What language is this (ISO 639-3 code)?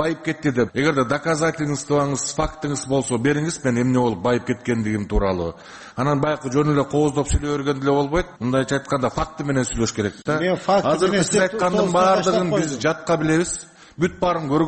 kir